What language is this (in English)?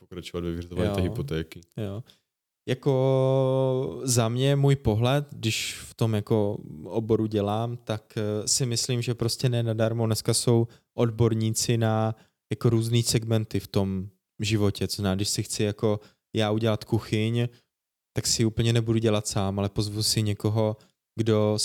Czech